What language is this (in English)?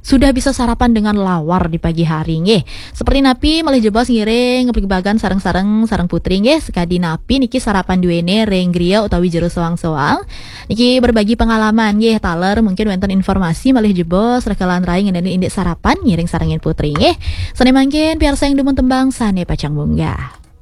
Balinese